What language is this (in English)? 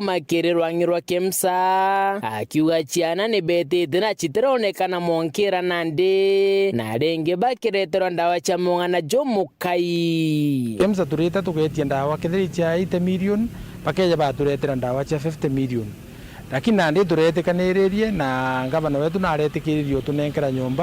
Meru